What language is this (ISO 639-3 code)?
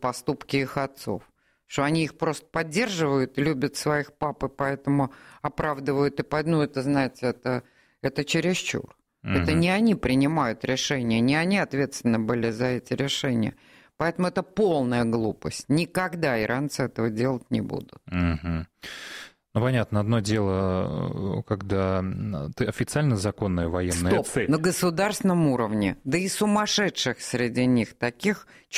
rus